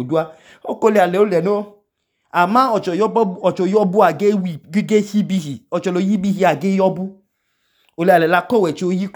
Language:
Idoma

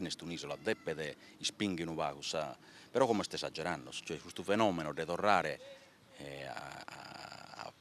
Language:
Sardinian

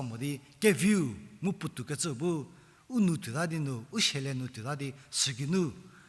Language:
Angami Naga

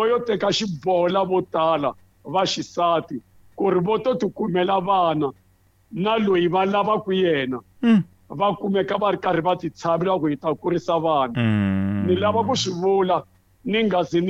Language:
Tsonga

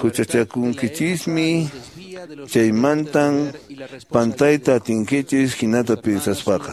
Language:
Quechua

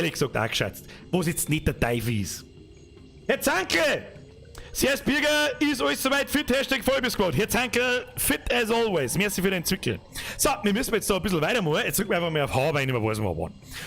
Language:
Bavarian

